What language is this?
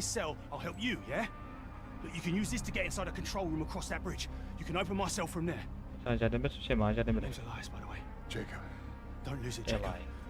Kara-Kalpak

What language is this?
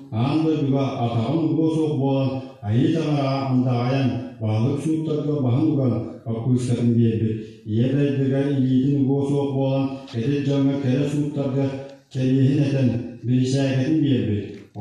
Yakut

